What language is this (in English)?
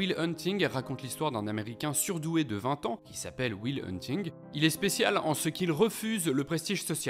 French